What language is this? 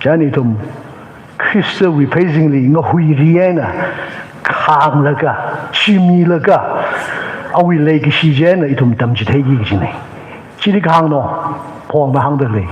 Tangkhul Naga (India)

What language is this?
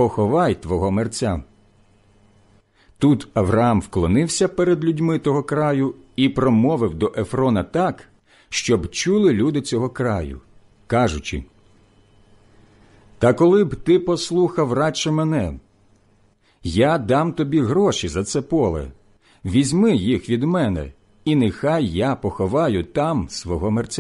Ukrainian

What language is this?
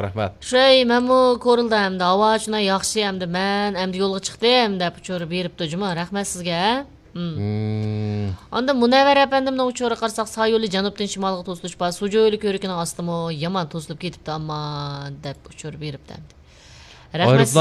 Uyghur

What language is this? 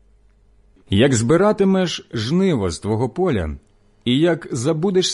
Ukrainian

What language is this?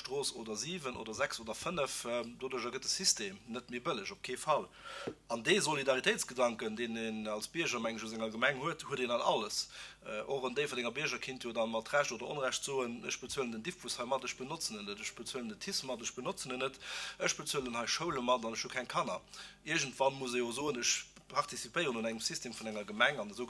Luxembourgish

